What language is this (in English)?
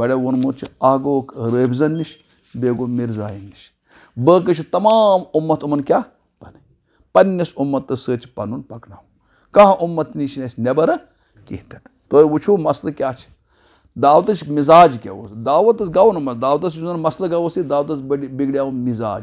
Kashmiri